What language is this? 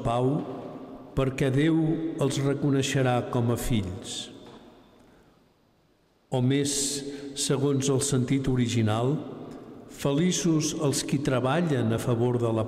Catalan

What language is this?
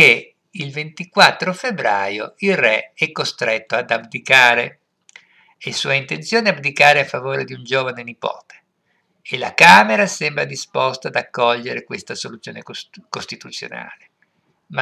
Italian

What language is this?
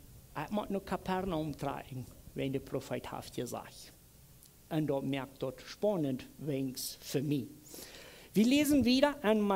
Plautdietsch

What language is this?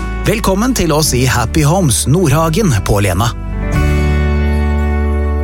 Norwegian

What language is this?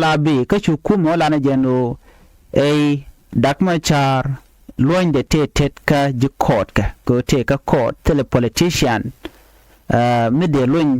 Nuer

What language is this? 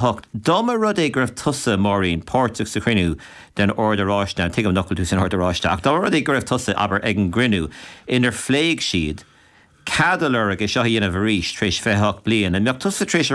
Irish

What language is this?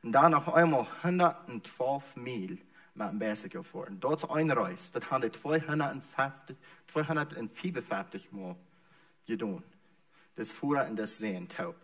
Plautdietsch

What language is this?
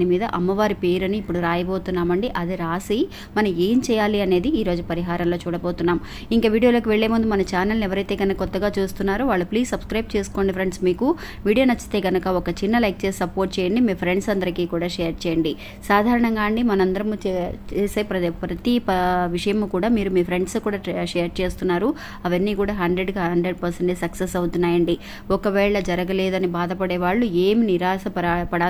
Telugu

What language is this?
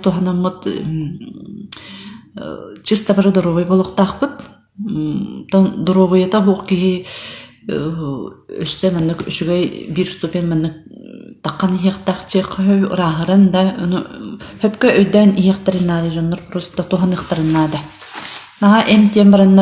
Yakut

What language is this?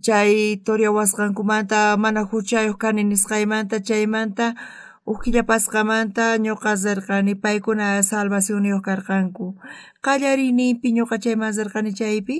South Bolivian Quechua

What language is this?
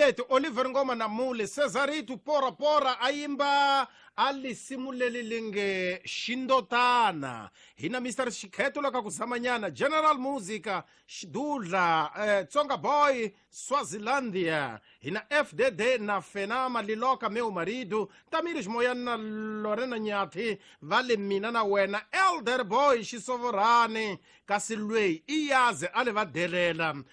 Tsonga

